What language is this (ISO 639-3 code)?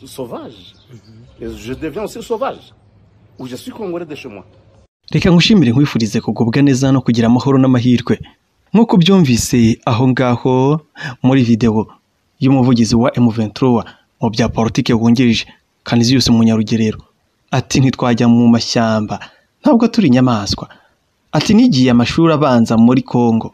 kin